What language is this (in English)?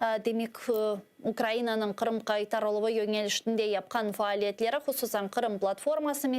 Crimean Tatar